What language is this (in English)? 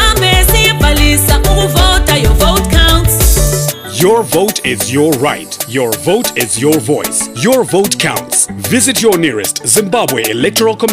North Ndebele